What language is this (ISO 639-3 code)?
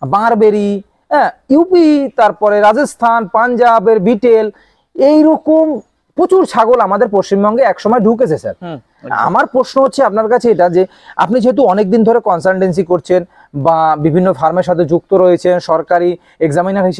ben